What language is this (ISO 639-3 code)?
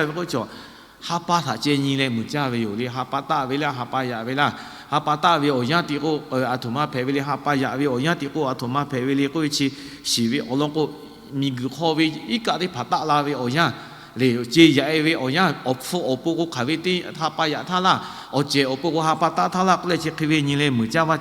lhu